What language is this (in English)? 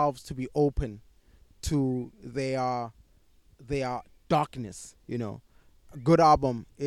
English